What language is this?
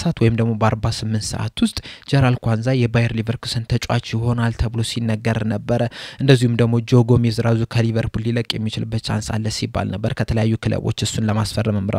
Amharic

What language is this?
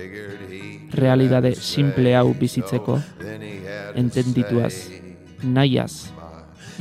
Basque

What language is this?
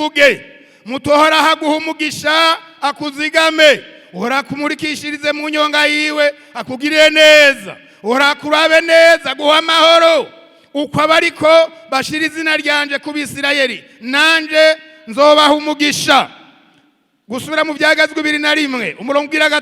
Rundi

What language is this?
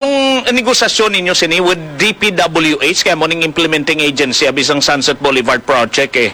Hiligaynon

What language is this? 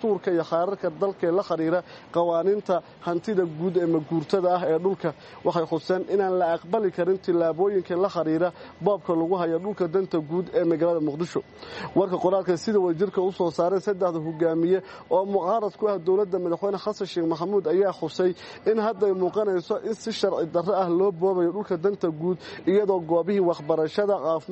Somali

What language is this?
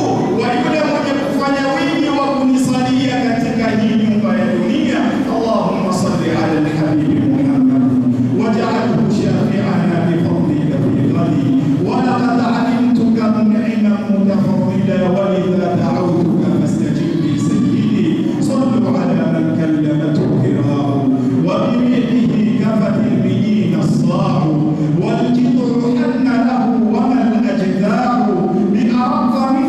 Swahili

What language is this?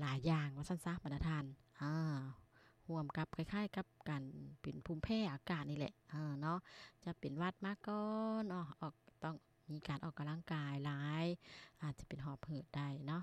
Lao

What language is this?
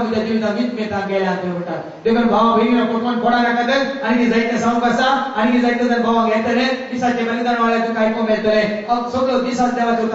Konkani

